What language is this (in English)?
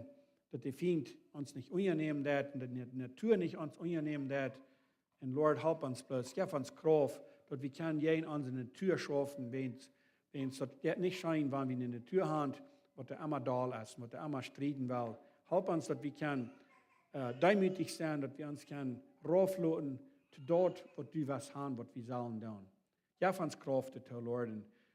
Plautdietsch